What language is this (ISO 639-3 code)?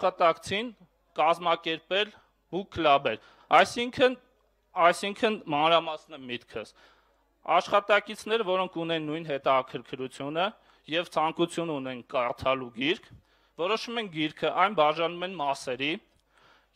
hye